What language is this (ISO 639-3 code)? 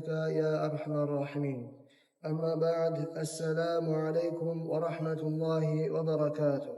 kum